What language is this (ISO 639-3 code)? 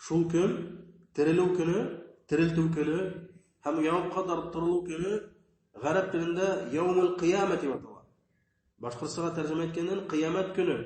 bak